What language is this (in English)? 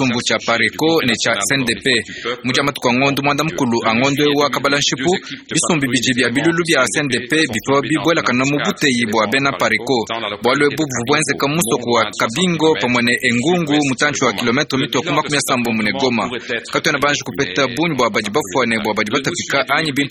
Luba-Lulua